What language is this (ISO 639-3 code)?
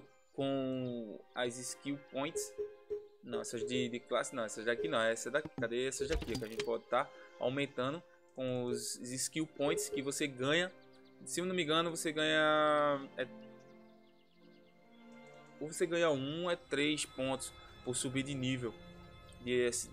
por